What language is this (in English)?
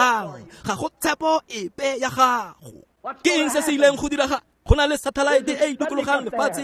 Tswana